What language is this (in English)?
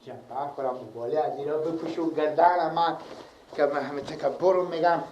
Persian